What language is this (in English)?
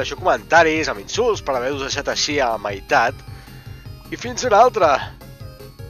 Catalan